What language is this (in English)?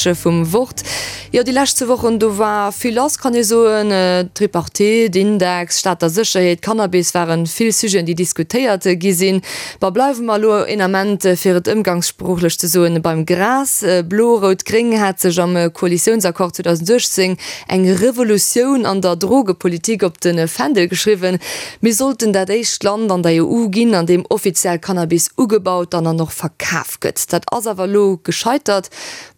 Luxembourgish